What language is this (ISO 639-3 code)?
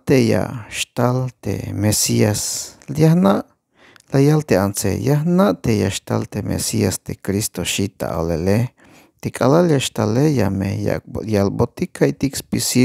tzh